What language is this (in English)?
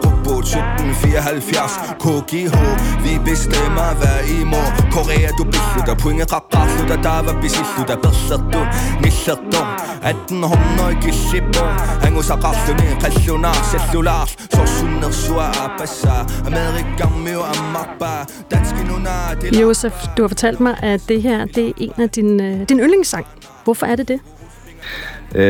Danish